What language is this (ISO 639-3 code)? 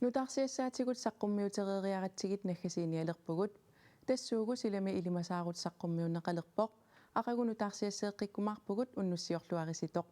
kal